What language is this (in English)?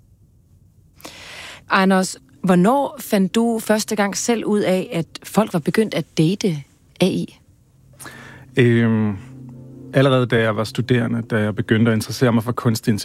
Danish